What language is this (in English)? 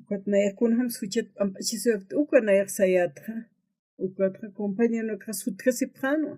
Aymara